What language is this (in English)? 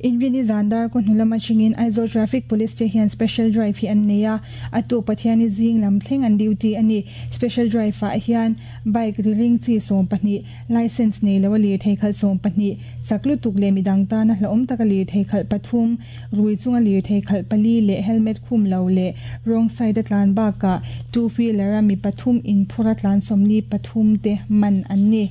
Mizo